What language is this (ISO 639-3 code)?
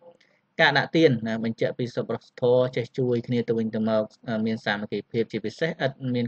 khm